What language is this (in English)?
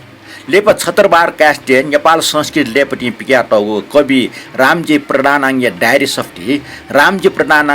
Newari